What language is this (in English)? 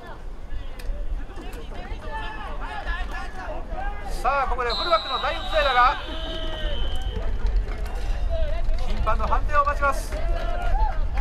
Japanese